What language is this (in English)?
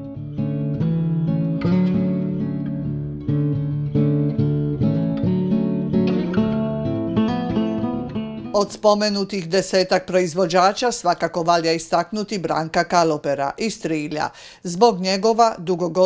Croatian